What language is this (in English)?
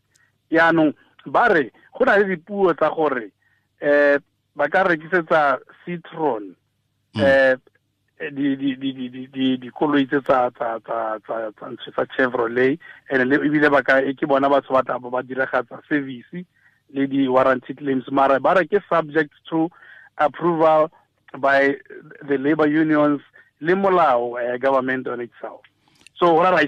Tswana